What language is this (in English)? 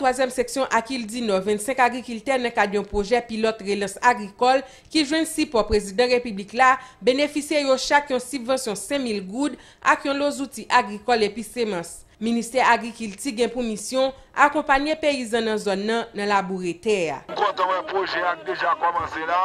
Haitian Creole